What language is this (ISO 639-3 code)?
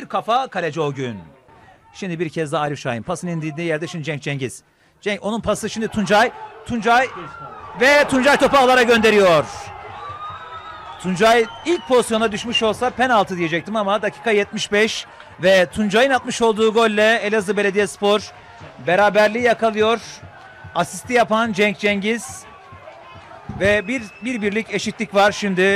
tur